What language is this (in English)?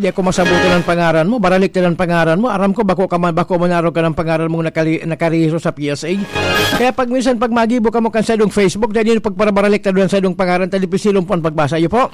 Bikol